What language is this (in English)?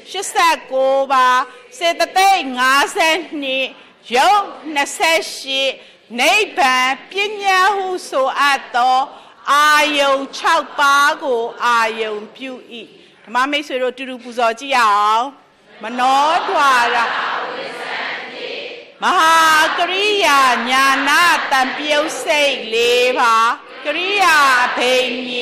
Burmese